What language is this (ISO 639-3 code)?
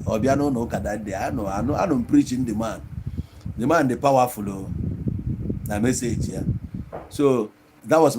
ibo